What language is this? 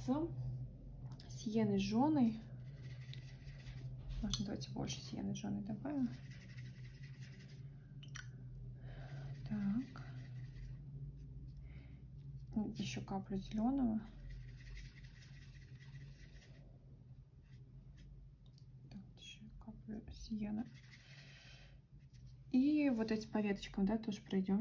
Russian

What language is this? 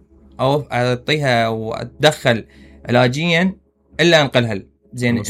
Mesopotamian Arabic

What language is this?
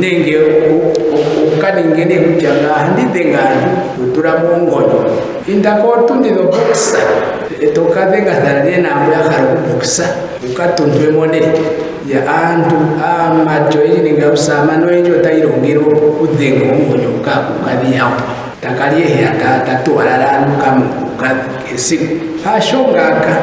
Ndonga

